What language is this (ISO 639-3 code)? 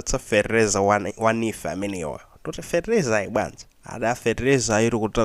nya